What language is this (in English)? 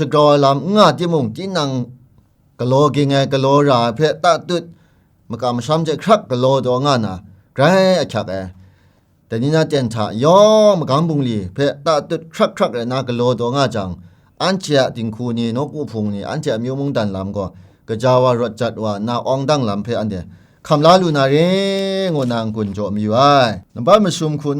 Kachin